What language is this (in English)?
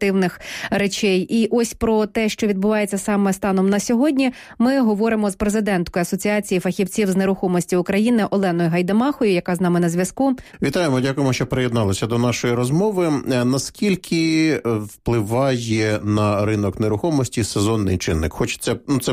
Ukrainian